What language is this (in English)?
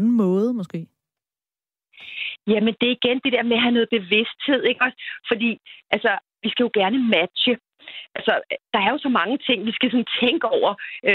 Danish